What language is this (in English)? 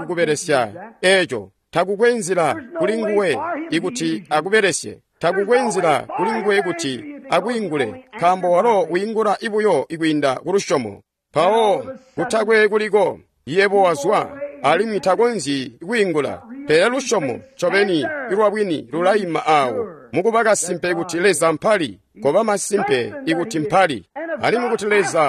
Tonga (Zambia)